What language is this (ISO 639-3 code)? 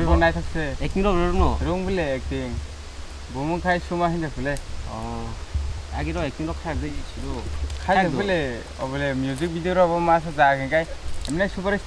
trp